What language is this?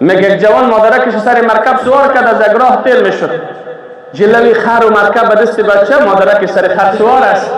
Persian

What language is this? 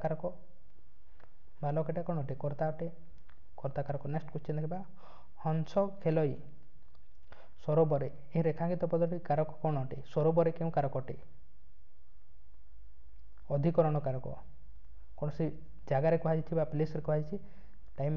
Odia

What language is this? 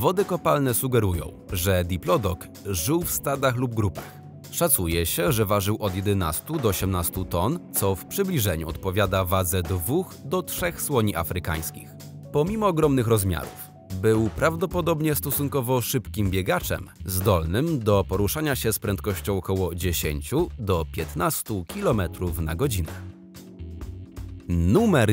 Polish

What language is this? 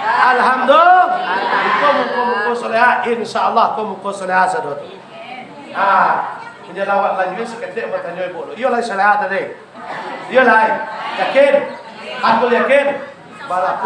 Minangkabau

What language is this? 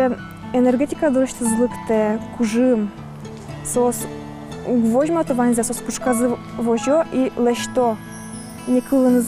Udmurt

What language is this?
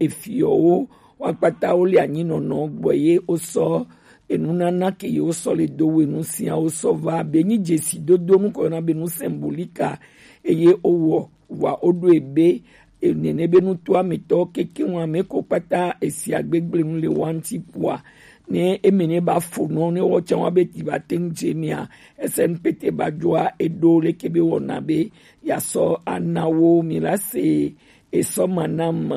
Gen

